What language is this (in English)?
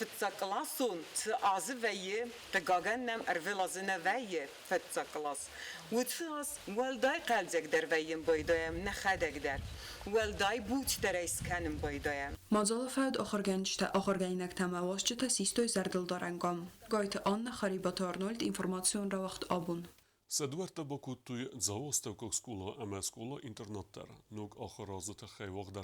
Ossetic